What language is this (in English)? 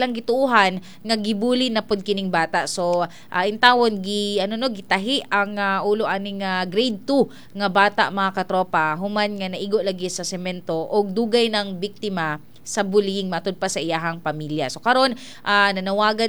Cebuano